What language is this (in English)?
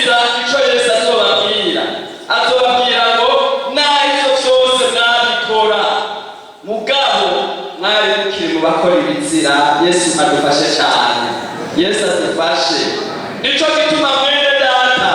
Rundi